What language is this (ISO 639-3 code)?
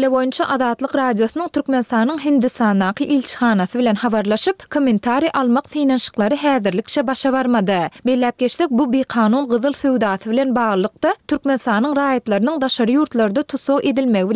tuk